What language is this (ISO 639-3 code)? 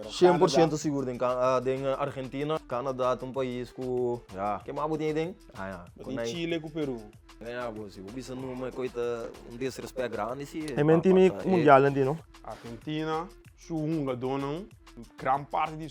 pap